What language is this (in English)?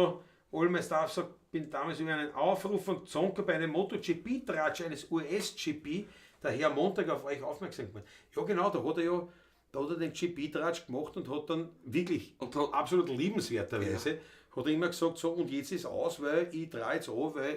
Bavarian